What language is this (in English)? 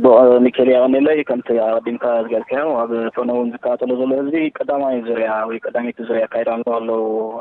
Tigrinya